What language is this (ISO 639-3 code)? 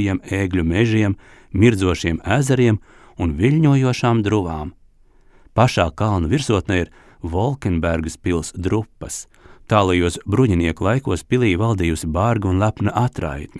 lav